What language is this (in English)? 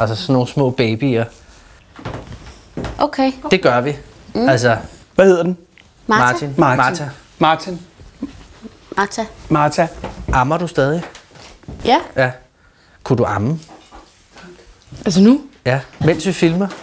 Danish